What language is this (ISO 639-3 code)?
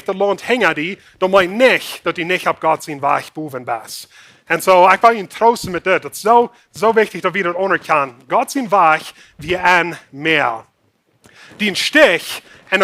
pdt